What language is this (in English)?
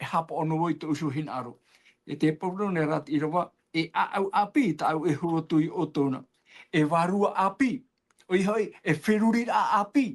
Tahitian